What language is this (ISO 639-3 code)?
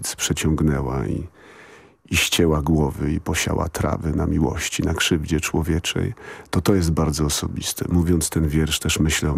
pol